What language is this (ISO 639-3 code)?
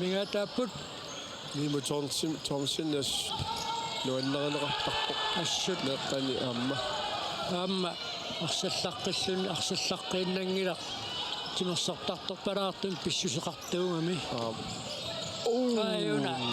kal